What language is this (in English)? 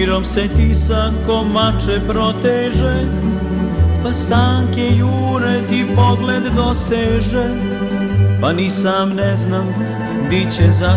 Serbian